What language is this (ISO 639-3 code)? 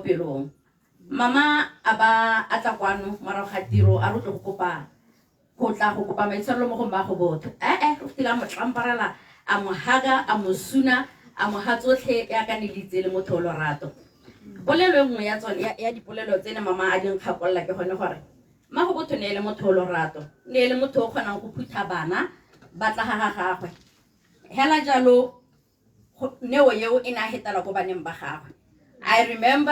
tsn